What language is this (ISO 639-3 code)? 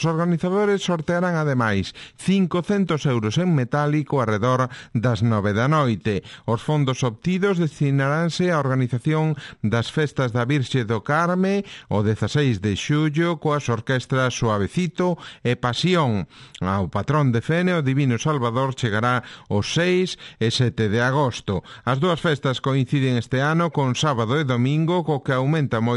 glg